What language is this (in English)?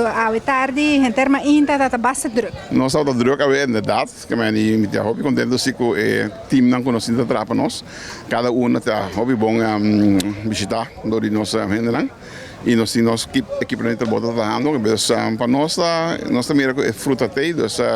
Papiamento